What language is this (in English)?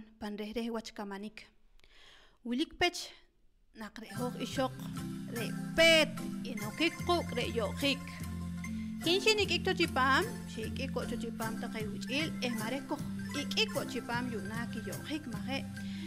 Poqomchi'